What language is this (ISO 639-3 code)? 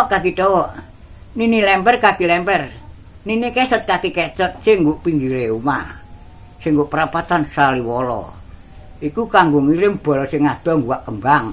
jav